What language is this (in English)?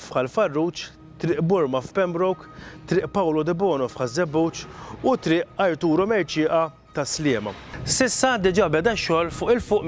Maltese